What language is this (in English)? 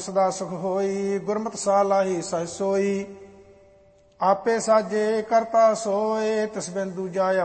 Punjabi